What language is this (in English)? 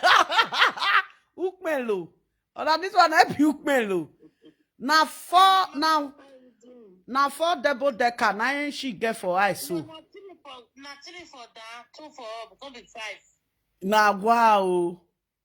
Nigerian Pidgin